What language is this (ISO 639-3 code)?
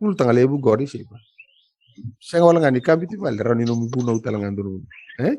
fij